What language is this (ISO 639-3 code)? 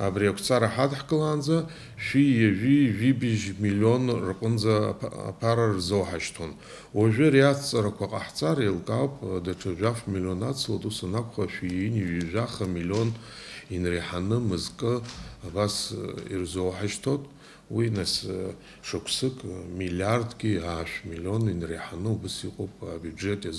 abk